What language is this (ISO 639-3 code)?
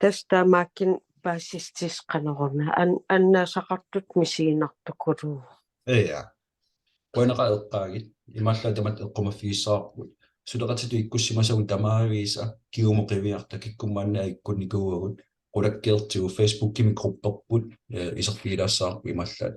kal